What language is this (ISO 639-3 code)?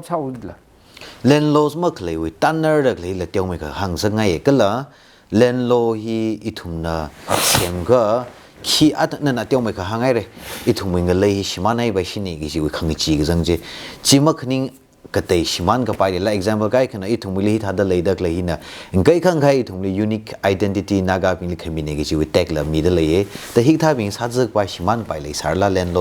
nmf